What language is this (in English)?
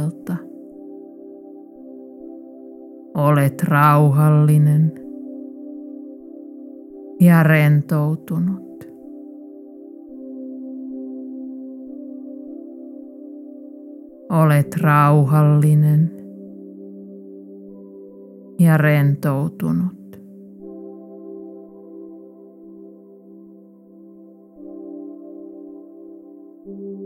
Finnish